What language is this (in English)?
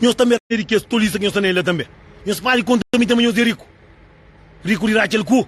Kabuverdianu